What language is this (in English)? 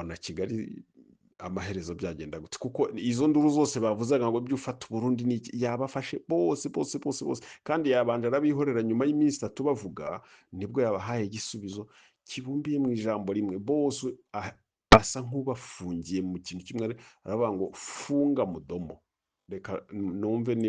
Kinyarwanda